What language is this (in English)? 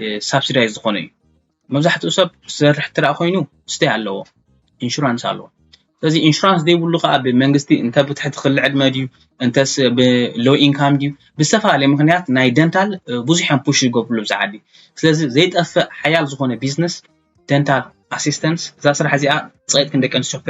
Tigrinya